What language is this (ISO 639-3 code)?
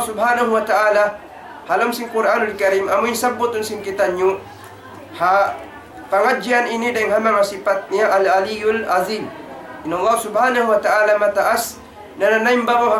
tsg